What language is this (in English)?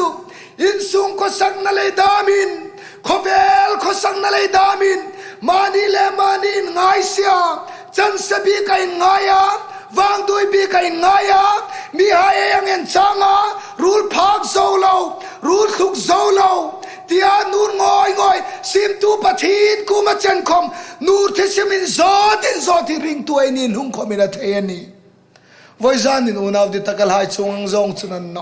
Hmar